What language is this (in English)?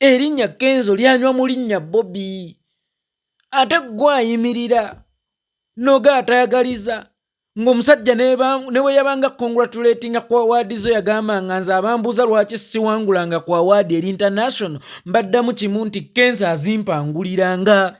Ganda